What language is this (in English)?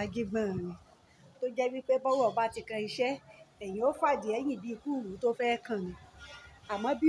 Yoruba